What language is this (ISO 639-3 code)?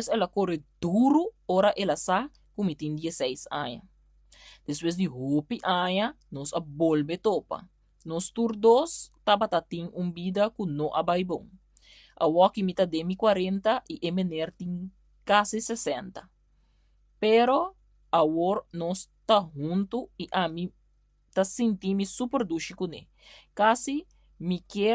pap